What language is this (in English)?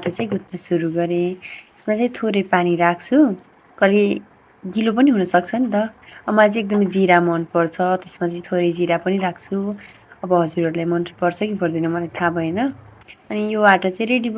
Nepali